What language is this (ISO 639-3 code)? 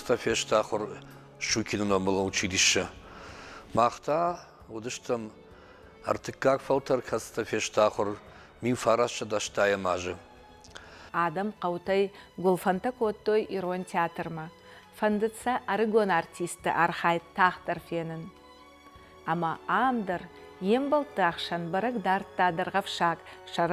oss